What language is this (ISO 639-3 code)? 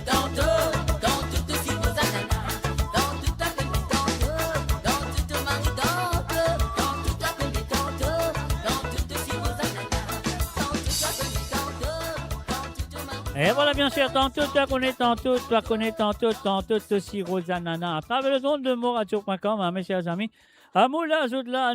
mfe